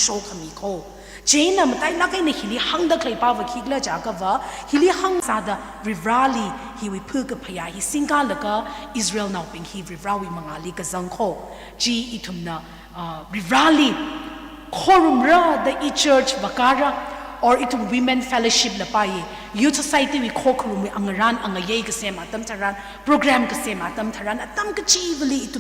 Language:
Tangkhul Naga (India)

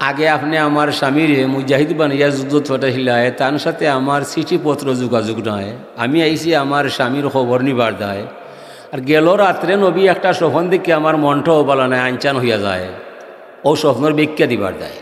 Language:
Sylheti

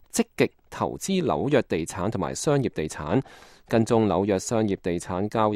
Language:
Cantonese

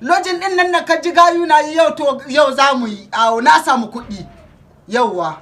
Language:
Hausa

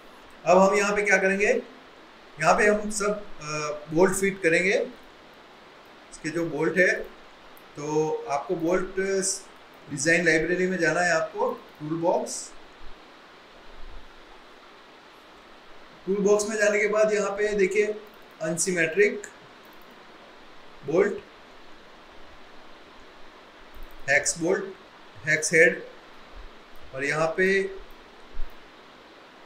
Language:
Hindi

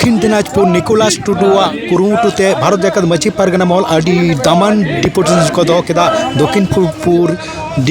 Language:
Santali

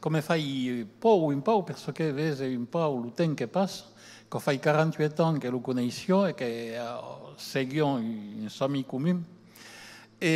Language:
Occitan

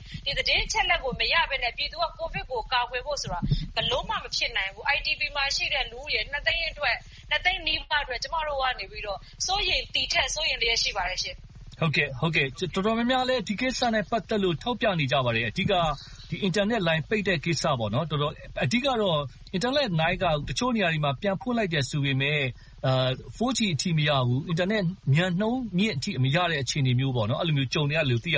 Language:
Burmese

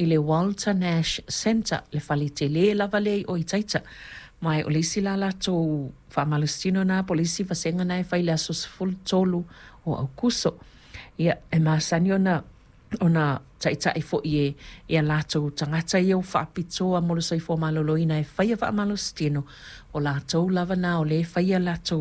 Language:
Samoan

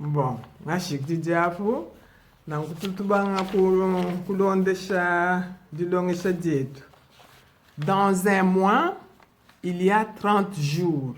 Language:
Luba-Lulua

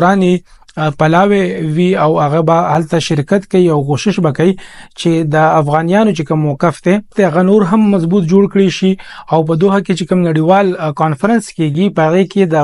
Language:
Pashto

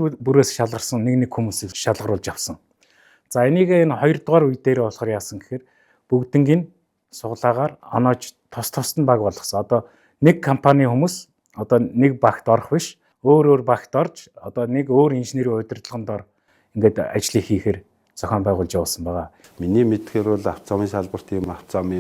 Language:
Mongolian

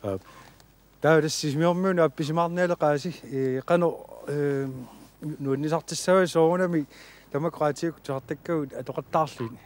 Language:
Kalaallisut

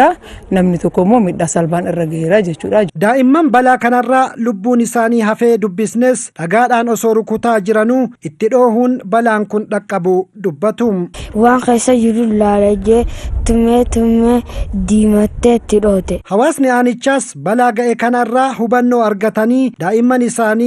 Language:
Oromo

